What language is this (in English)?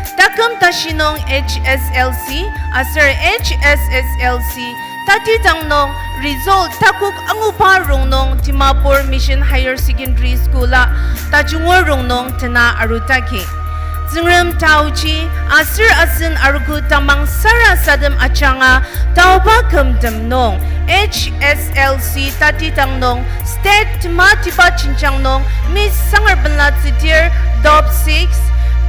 Ao Naga